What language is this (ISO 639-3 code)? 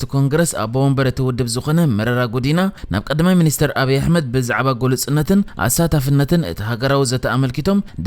tir